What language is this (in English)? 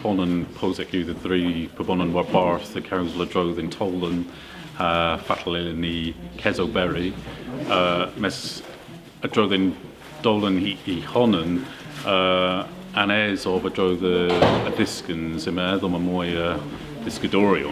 Cornish